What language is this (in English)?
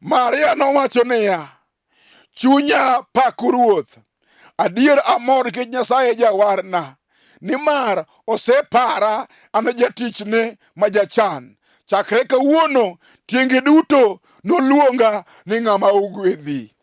Luo (Kenya and Tanzania)